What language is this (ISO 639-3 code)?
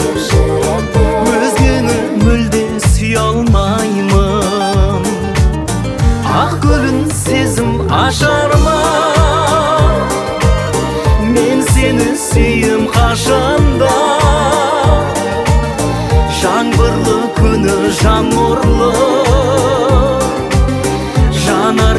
kaz